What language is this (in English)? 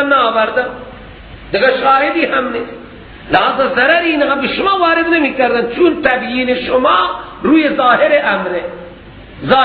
Persian